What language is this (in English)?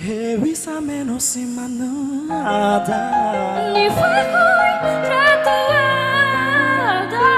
Nias